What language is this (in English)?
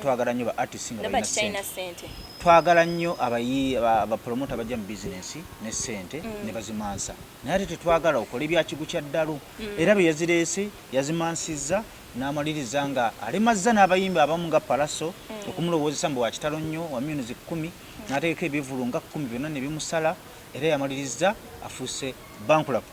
Ganda